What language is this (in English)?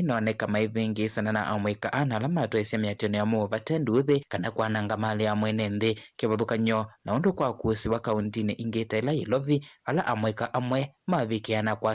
Kamba